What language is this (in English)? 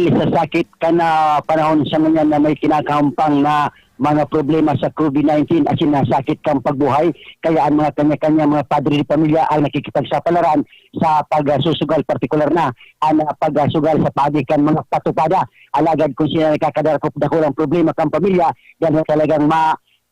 Bikol